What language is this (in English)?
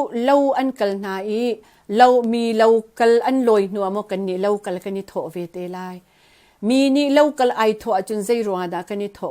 Hakha Chin